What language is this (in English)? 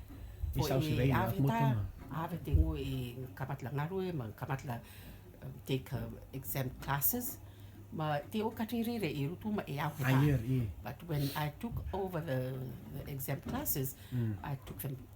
Rotuman